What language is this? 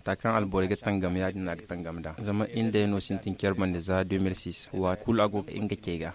Zarma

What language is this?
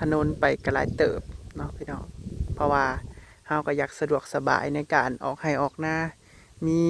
Northeastern Thai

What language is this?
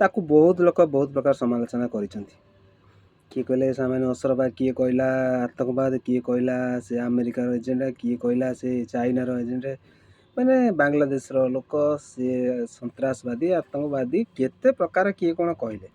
Odia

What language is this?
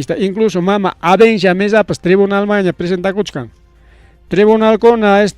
Ayacucho Quechua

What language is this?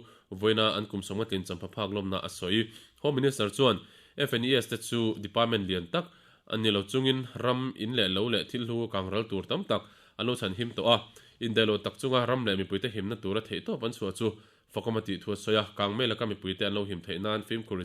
Mizo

